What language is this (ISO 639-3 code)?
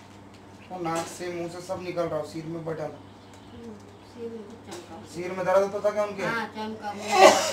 hin